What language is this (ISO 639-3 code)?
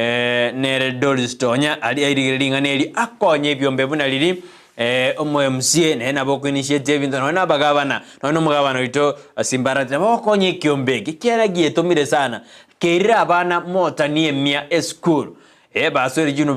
guz